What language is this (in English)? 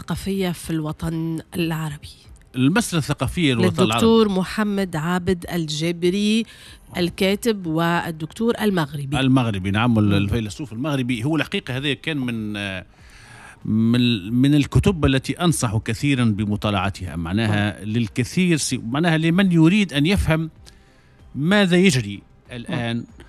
Tunisian Arabic